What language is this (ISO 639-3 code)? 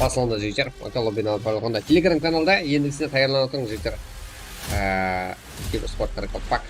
kaa